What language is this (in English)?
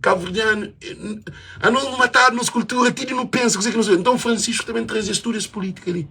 Kabuverdianu